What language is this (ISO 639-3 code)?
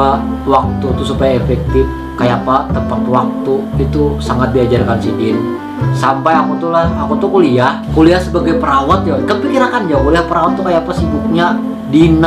bjn